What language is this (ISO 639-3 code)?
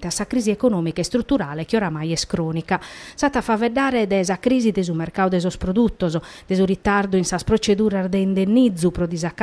srd